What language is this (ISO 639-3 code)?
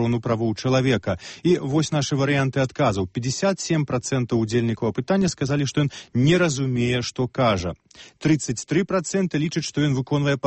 bel